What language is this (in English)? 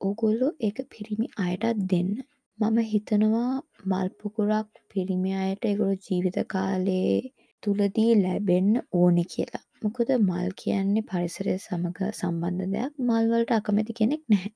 Sinhala